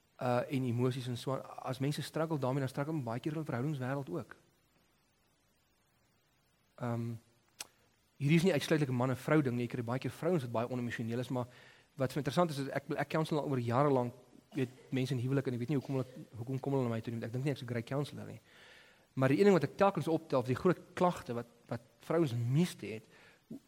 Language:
Afrikaans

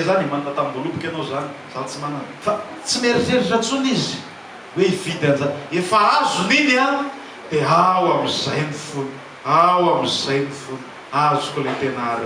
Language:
Malagasy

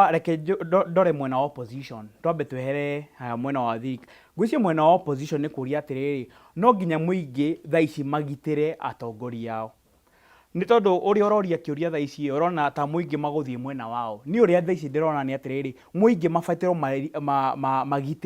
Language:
Kikuyu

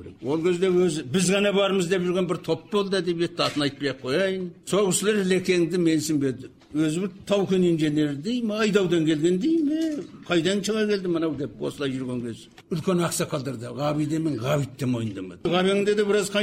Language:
Kazakh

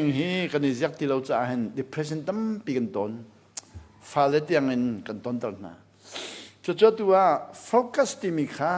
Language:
Hakha Chin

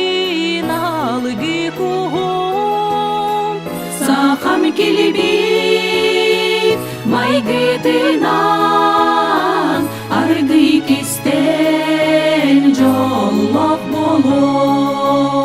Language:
Yakut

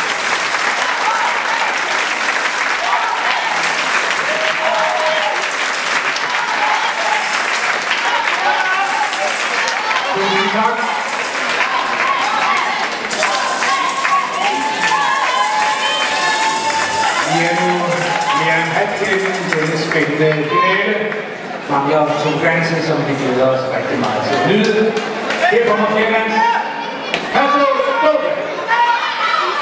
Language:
Danish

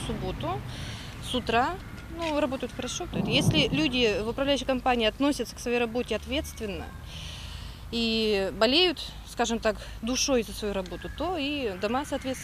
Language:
Russian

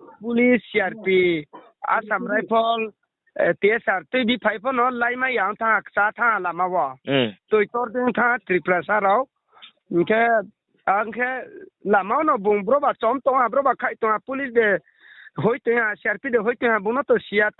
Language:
Riang (India)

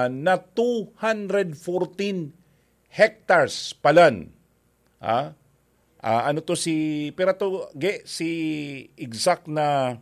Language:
Bikol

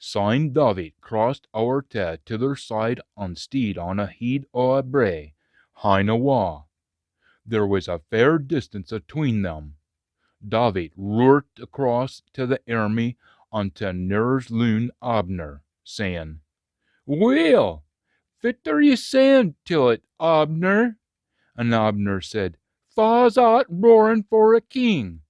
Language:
Scots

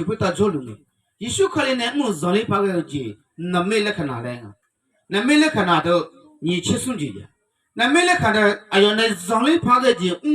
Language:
Akha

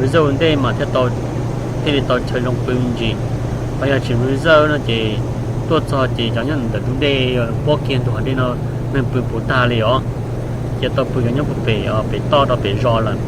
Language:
Hmong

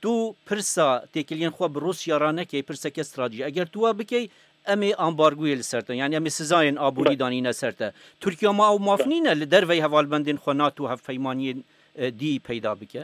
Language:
Kurdish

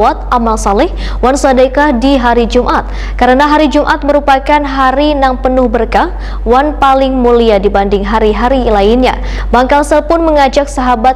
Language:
Banjar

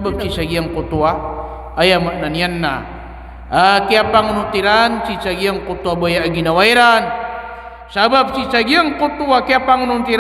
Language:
Maranao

